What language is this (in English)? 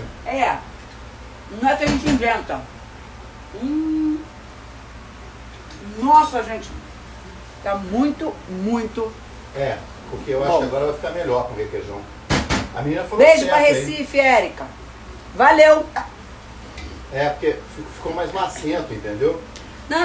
Portuguese